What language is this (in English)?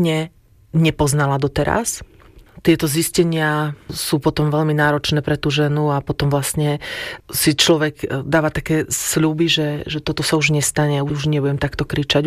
Slovak